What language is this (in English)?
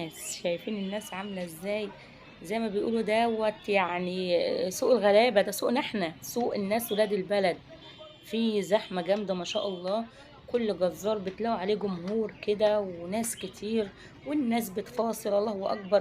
Egyptian Arabic